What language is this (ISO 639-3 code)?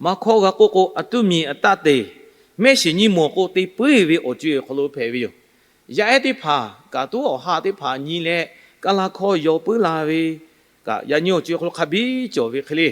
lhu